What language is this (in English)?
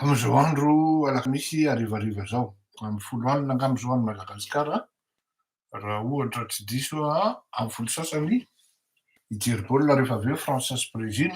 Malagasy